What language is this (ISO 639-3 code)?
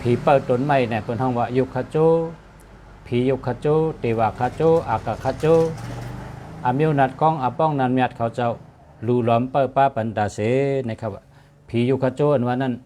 shn